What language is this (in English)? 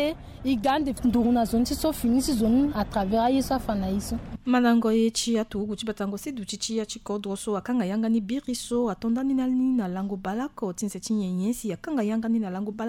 Sango